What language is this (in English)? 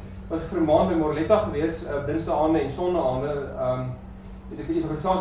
Afrikaans